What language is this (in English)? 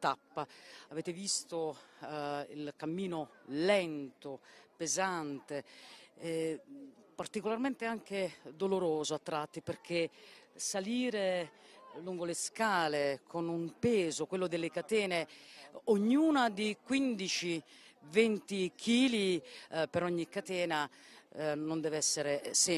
Italian